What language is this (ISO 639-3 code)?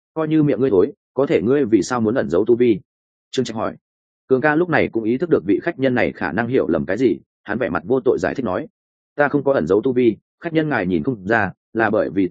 vie